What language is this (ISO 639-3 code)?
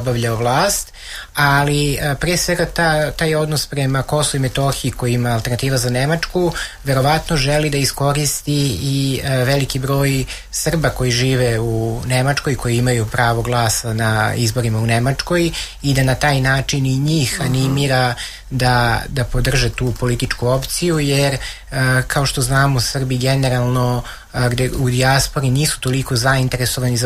srp